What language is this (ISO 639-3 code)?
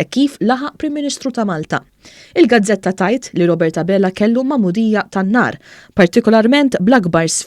mlt